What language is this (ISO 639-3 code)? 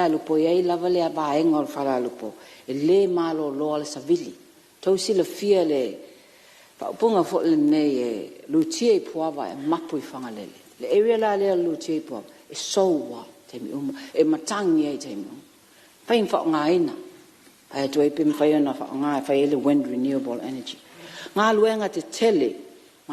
smo